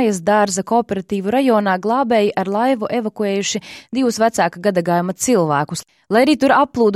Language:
Latvian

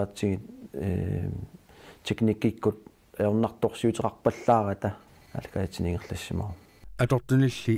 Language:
Kalaallisut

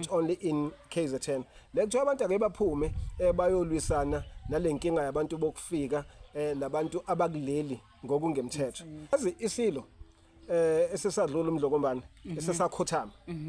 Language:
Zulu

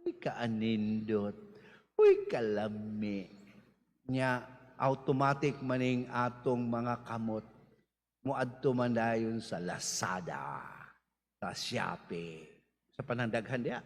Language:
Cebuano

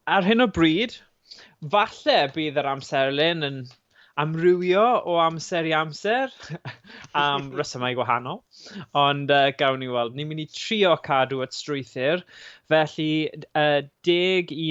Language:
Welsh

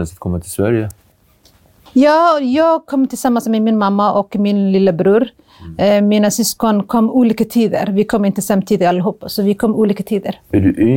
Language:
Swedish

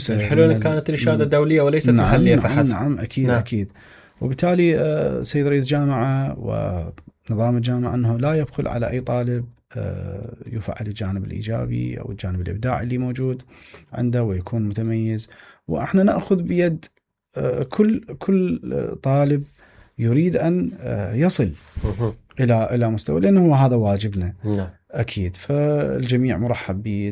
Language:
Mesopotamian Arabic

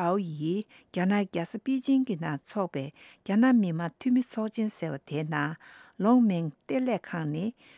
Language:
Tibetan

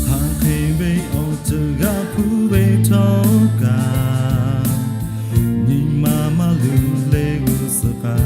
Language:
Lahu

